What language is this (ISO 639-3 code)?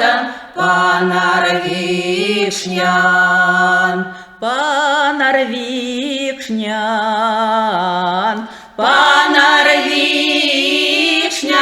myv